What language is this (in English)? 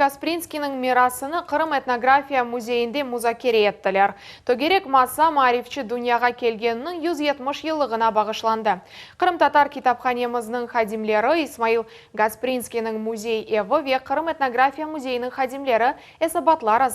Crimean Tatar